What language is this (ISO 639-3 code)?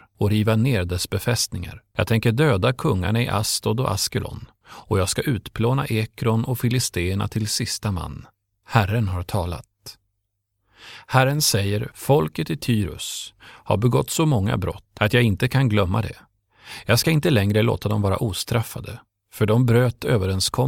swe